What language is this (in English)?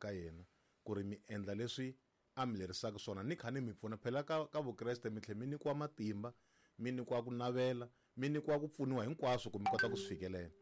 Tsonga